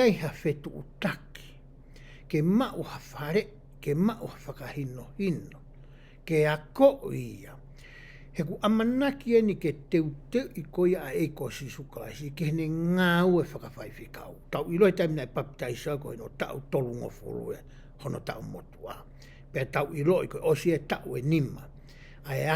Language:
Tongan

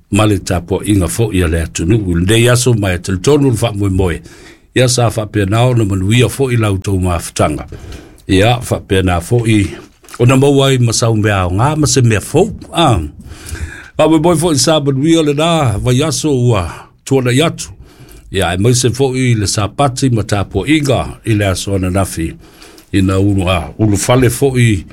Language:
Samoan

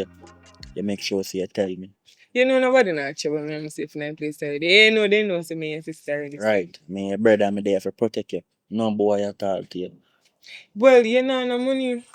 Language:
Jamaican Creole English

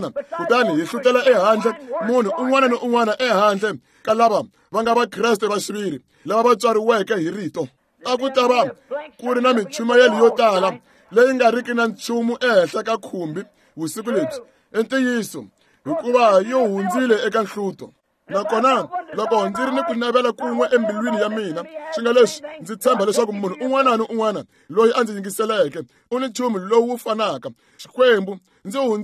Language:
Tsonga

